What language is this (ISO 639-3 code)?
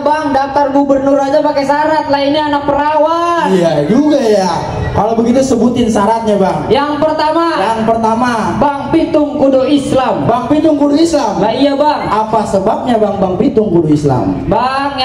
bew